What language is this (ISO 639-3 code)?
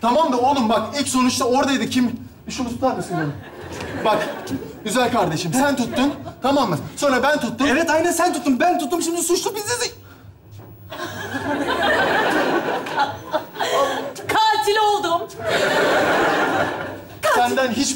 tur